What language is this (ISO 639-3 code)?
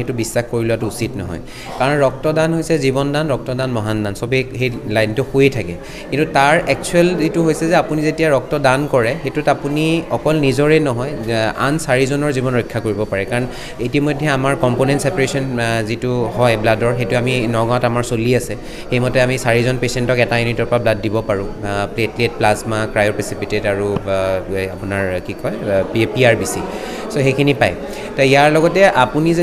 asm